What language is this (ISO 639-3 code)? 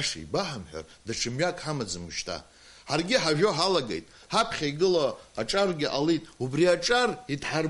abk